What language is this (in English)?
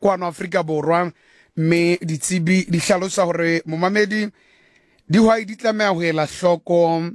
Southern Sotho